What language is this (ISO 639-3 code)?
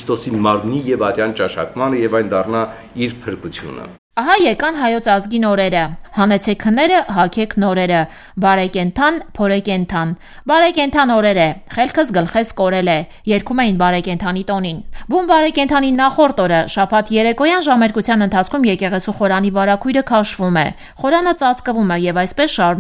hye